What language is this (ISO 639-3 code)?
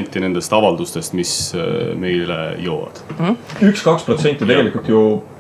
est